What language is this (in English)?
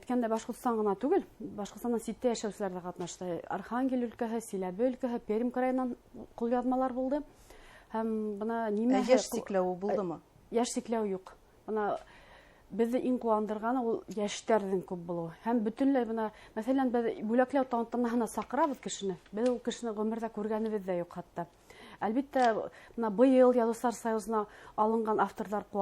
Bashkir